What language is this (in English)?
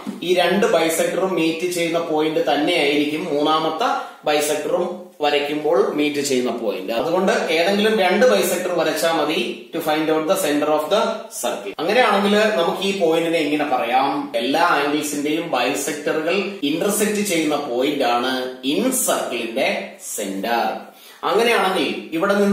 Malayalam